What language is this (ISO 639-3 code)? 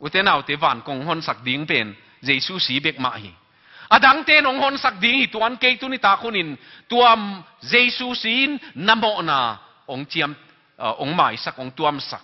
ctd